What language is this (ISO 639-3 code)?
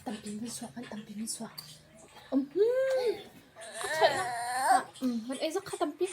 cnh